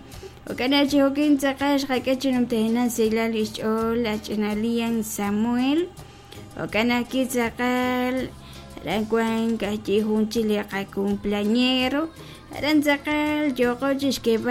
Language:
Kekchí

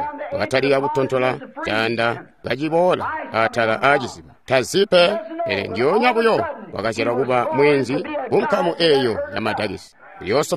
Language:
Tonga (Zambia)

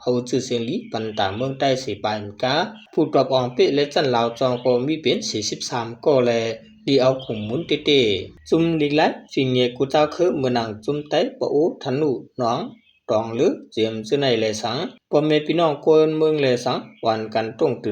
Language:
Shan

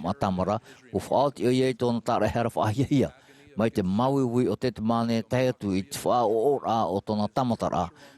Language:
Tahitian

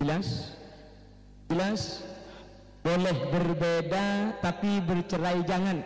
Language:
Madurese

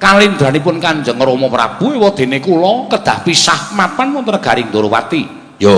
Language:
Javanese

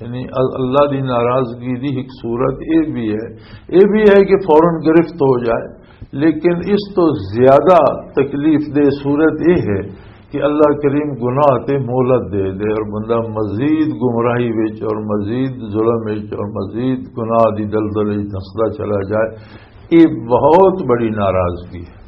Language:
Western Panjabi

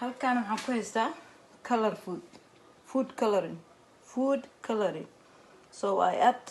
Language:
Somali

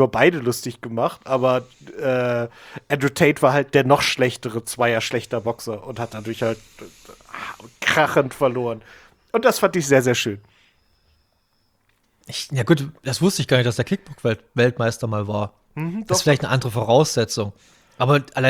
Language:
German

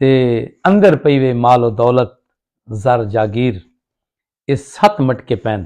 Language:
Saraiki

